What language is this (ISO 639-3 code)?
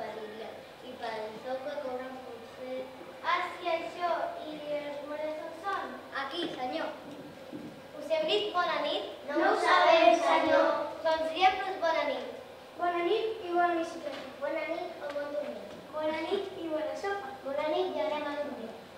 cat